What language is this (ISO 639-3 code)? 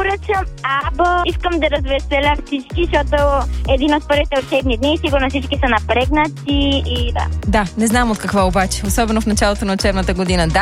bul